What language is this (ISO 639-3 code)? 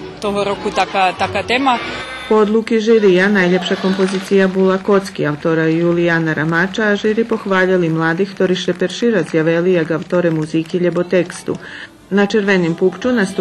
rue